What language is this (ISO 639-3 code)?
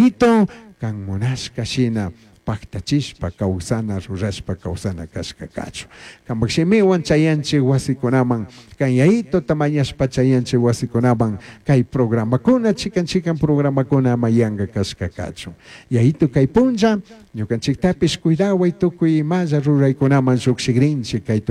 qug